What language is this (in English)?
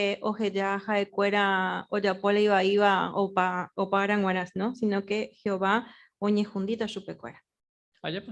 Guarani